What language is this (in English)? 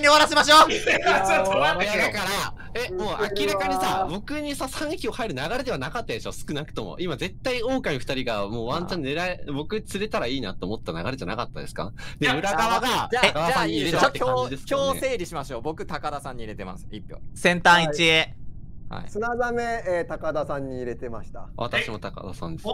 Japanese